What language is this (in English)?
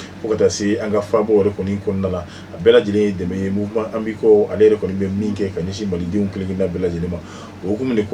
Bambara